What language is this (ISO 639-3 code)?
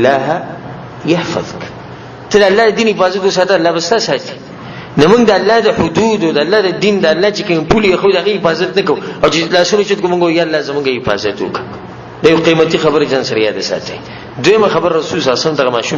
pus